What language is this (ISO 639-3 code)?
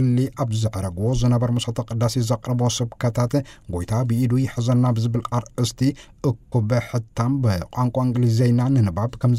tir